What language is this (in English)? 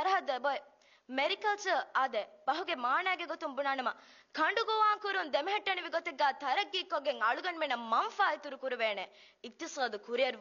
Divehi